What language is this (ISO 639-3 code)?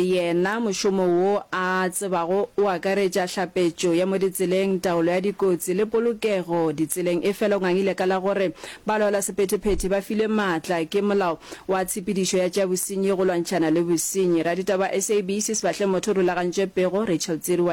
nso